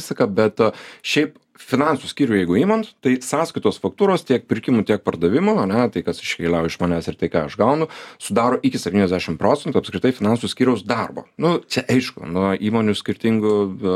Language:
Lithuanian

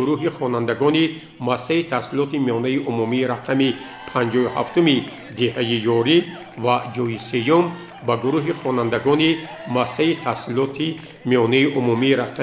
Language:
Tajik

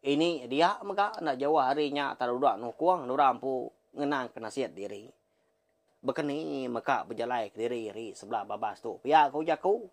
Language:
Iban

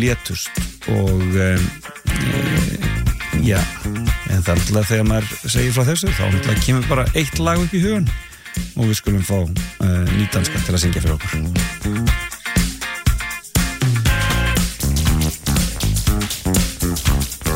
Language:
Icelandic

